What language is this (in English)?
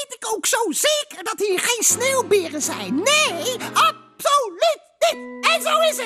Dutch